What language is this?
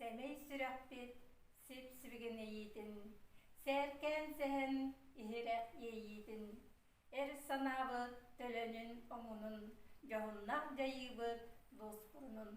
Yakut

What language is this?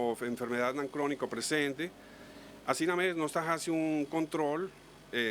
Papiamento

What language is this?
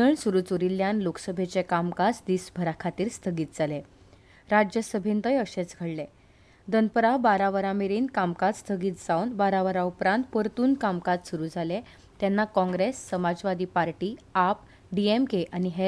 Konkani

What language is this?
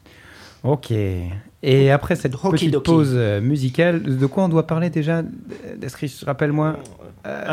French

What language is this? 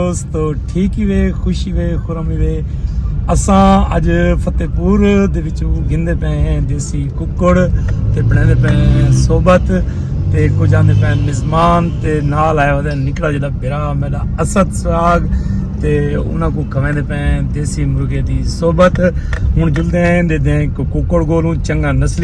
Saraiki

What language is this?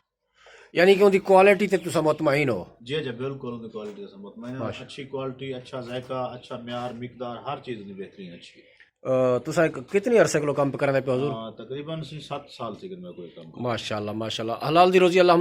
Saraiki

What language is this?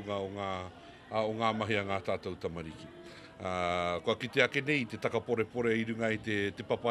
Māori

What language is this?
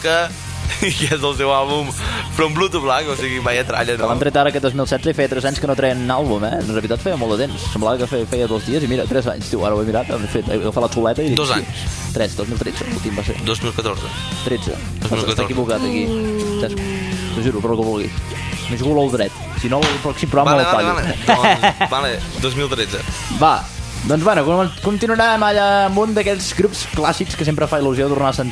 Catalan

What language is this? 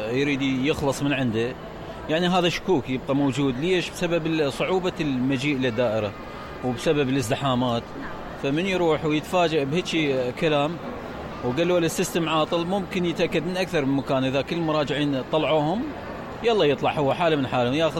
Mesopotamian Arabic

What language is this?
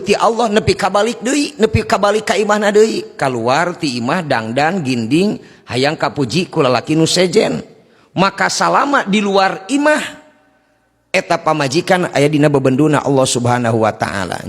Sundanese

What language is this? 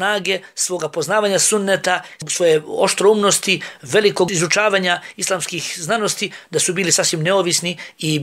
Bosnian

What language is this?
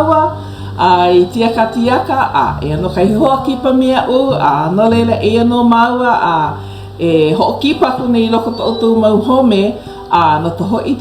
Hawaiian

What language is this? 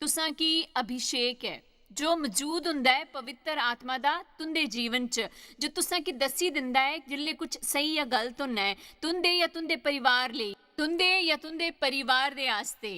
Dogri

